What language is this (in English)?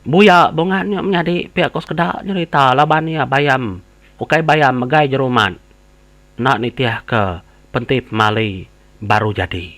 Iban